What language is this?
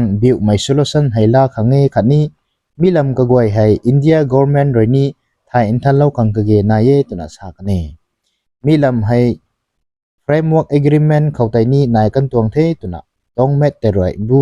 Rongmei Naga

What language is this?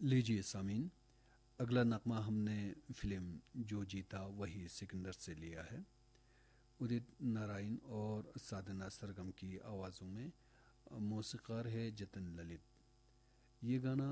Urdu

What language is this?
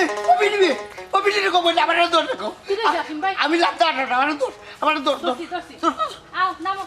Sylheti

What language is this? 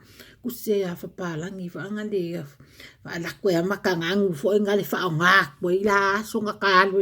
Samoan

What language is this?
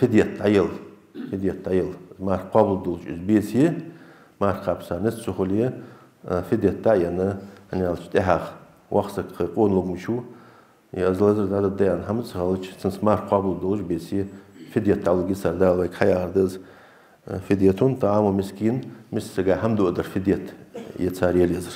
Ingush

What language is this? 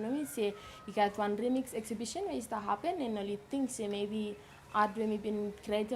Bislama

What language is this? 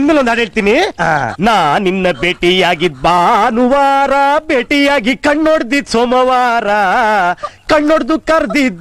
Kannada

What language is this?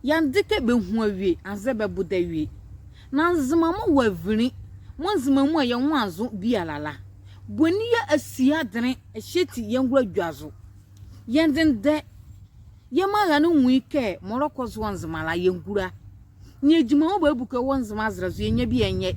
Nzima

